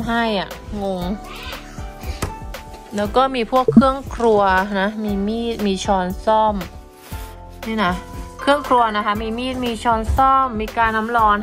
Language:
Thai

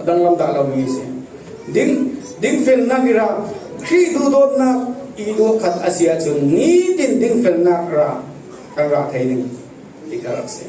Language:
Falam Chin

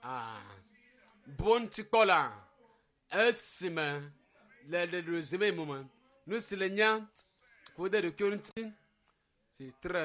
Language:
Ewe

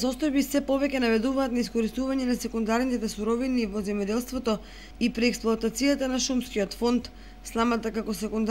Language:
Macedonian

